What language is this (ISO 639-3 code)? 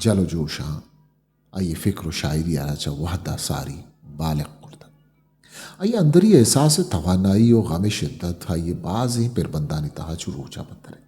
bgp